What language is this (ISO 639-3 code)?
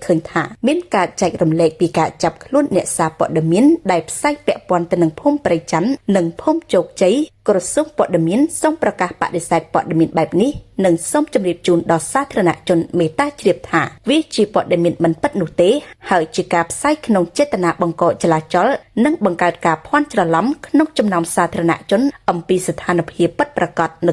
khm